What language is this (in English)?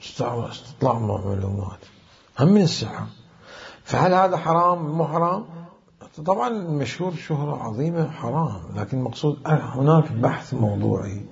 Mesopotamian Arabic